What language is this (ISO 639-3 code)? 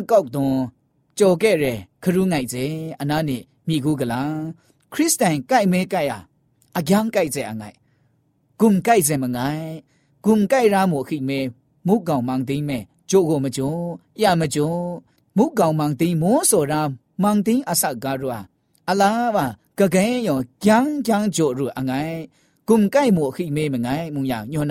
mya